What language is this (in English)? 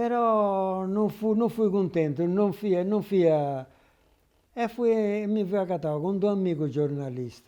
Sardinian